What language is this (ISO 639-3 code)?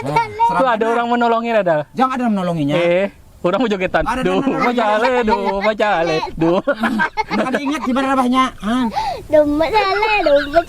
bjn